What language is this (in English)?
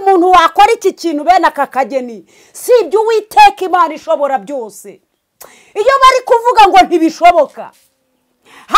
Kinyarwanda